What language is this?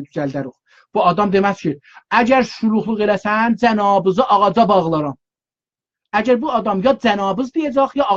South Azerbaijani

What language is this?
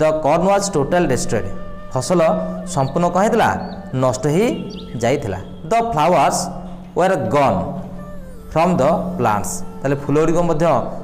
Odia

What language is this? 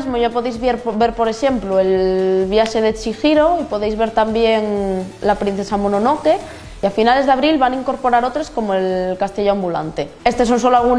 Asturian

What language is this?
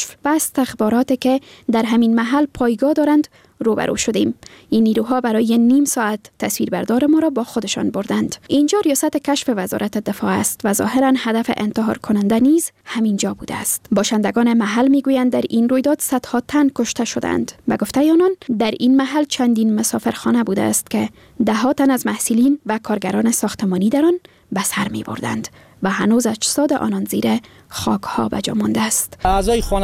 Persian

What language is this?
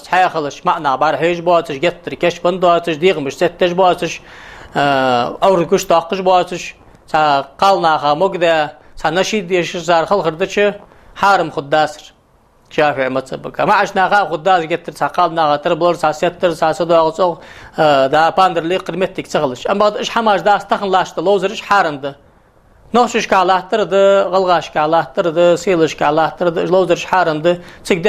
Ingush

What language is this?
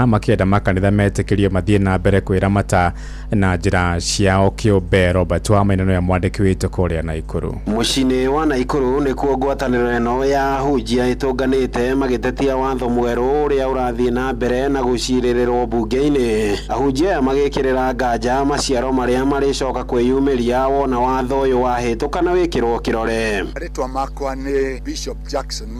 Kikuyu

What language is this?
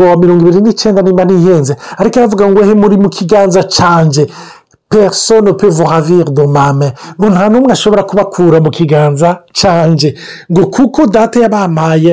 Rundi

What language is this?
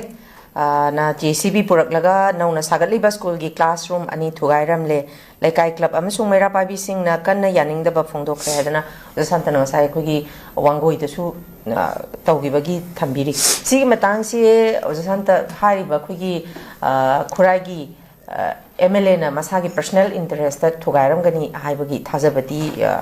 Manipuri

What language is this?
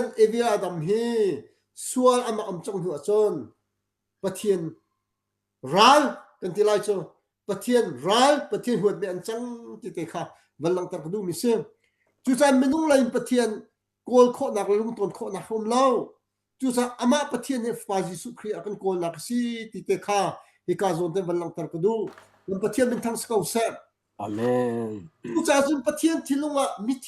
Hakha Chin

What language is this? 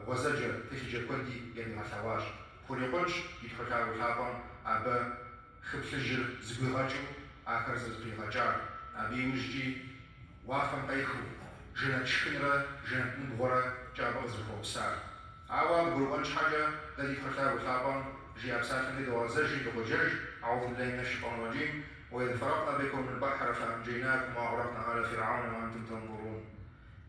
Kabardian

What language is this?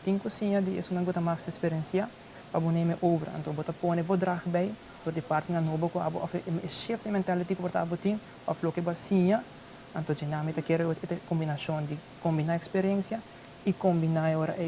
Papiamento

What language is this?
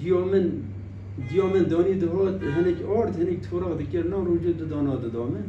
Kurdish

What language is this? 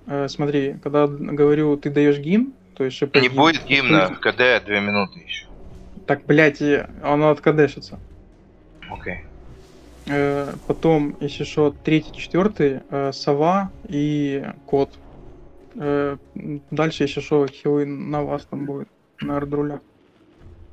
Russian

